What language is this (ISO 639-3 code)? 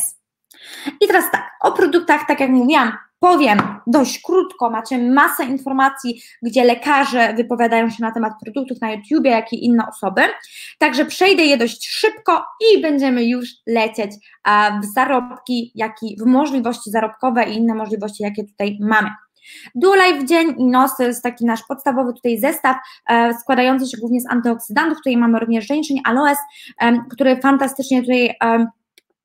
pol